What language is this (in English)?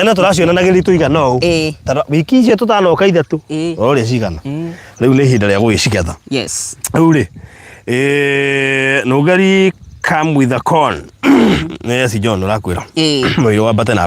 Kikuyu